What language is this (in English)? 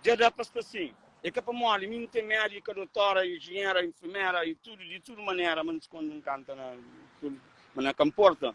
Kabuverdianu